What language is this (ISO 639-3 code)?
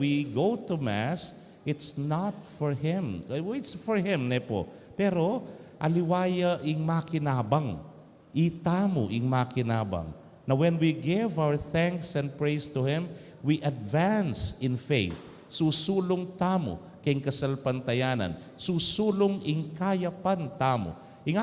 pam